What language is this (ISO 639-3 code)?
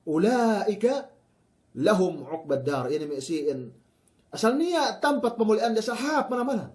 yka